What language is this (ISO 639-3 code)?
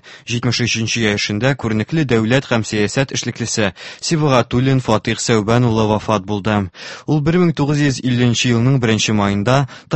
tat